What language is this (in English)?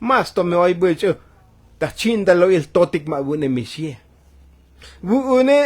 Tzotzil